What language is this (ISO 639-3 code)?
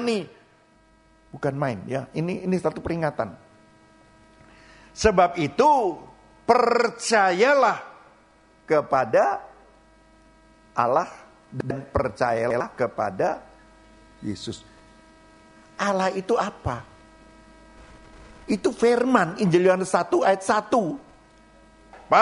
ind